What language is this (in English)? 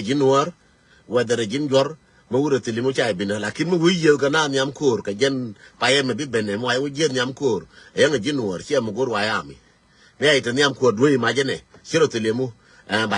Nuer